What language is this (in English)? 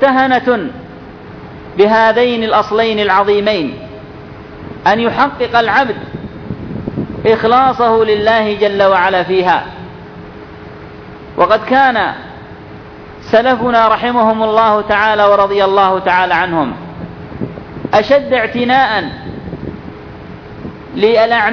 Arabic